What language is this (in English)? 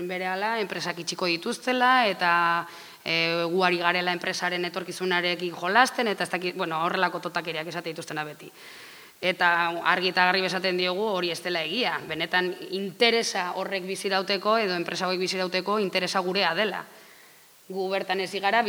Basque